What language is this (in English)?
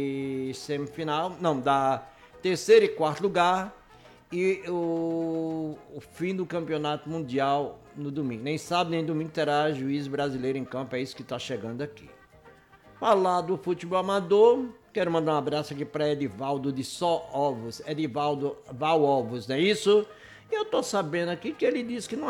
Portuguese